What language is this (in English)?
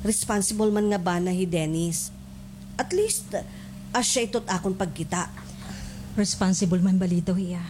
Waray